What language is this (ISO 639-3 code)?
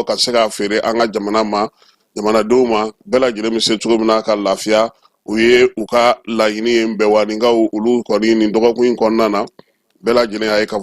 bam